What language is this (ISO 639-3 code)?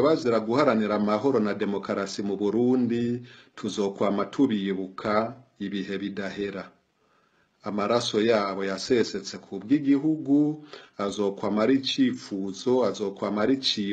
run